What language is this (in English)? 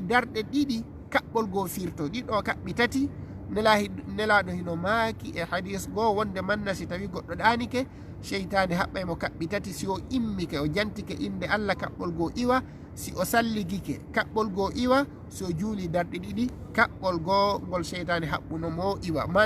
Fula